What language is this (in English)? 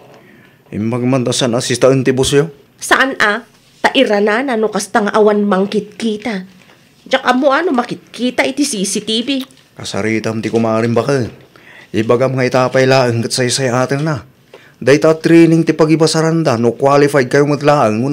Iloko